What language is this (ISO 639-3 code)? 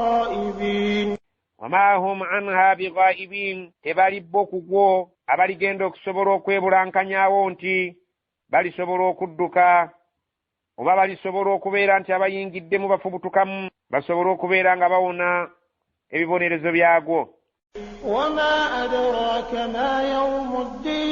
lug